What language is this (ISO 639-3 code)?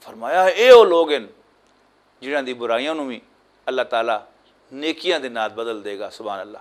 lah